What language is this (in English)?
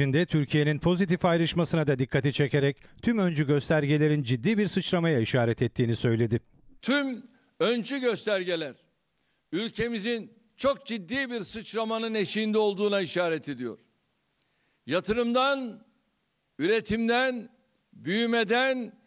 Turkish